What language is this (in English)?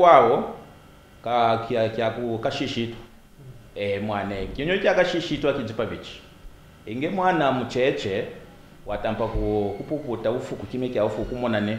Kaonde